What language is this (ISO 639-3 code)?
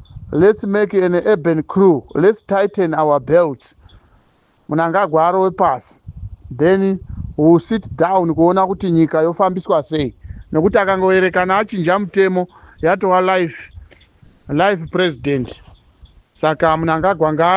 sna